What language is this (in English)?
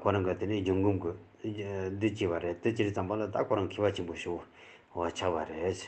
Tibetan